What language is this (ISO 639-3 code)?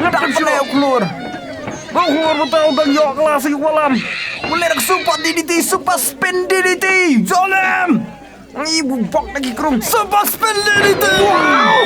kha